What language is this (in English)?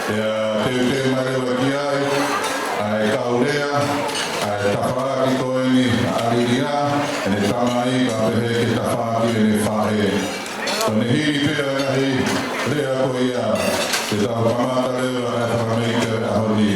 Tongan